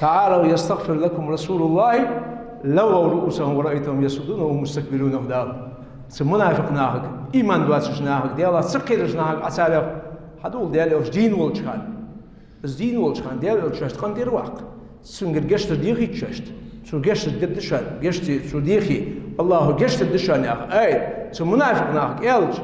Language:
Ingush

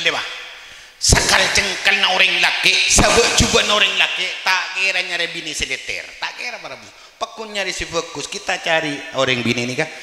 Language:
Madurese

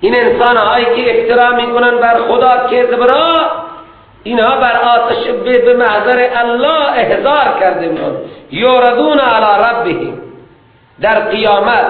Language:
Persian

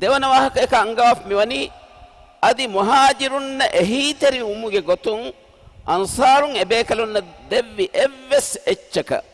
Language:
Divehi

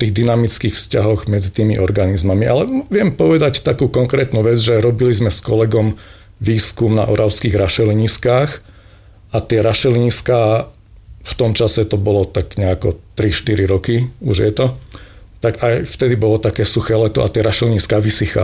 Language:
Slovak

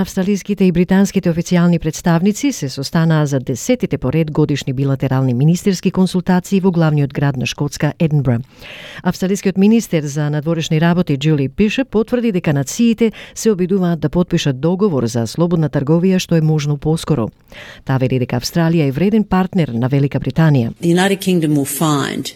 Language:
Macedonian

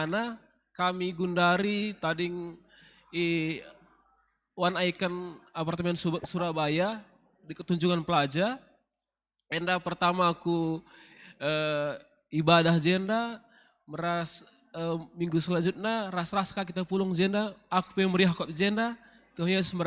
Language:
Batak Karo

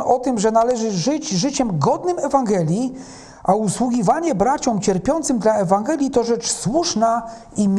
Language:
Polish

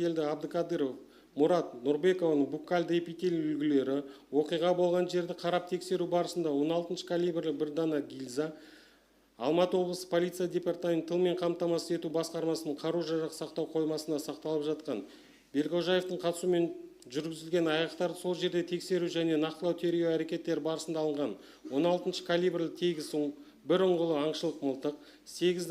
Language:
Kazakh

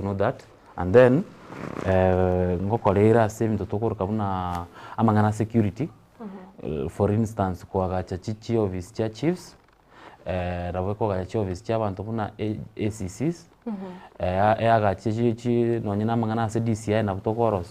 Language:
Gusii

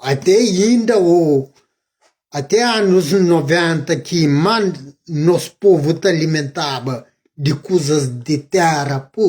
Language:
Kabuverdianu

